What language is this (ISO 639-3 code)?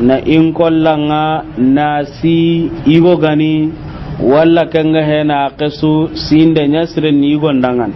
snk